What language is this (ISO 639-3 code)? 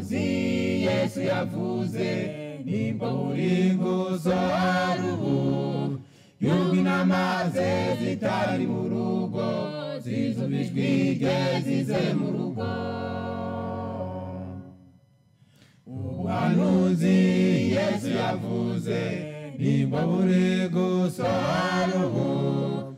kin